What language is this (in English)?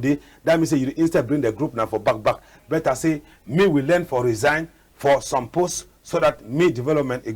Cameroon Pidgin